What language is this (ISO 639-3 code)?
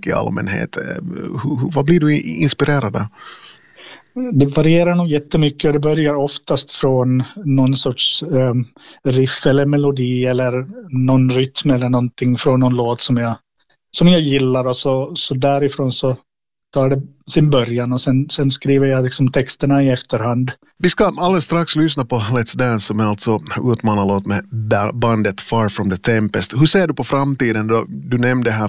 swe